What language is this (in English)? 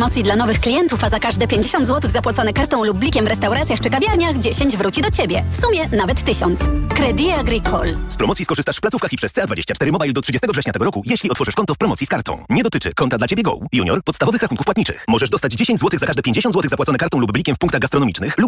Polish